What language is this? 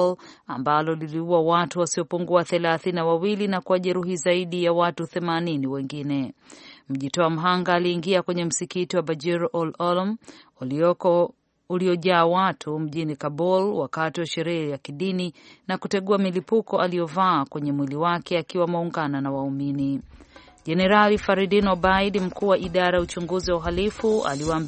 Swahili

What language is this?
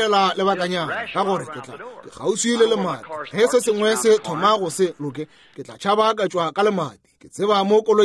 Northern Sotho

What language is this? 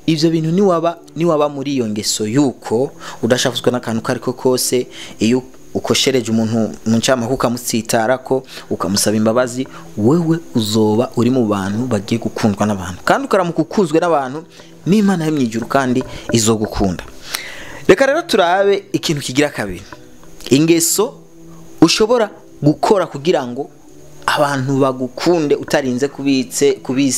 Rundi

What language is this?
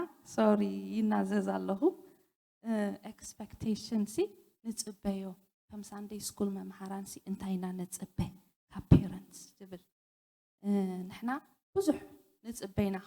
Tigrinya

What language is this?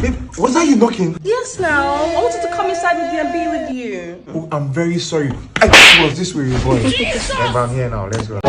Nigerian Pidgin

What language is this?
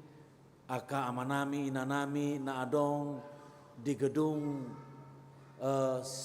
Batak Toba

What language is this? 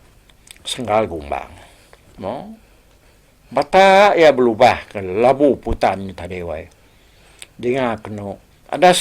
Iban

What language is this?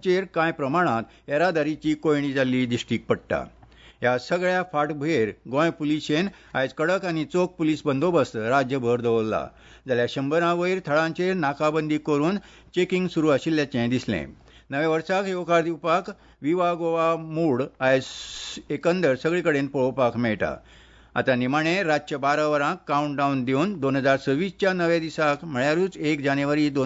Konkani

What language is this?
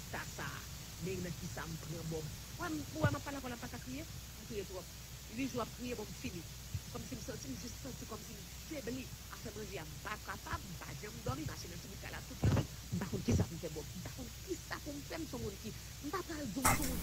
Haitian Creole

